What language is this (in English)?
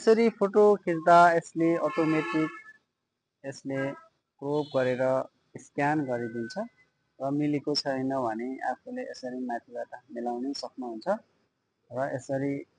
Nepali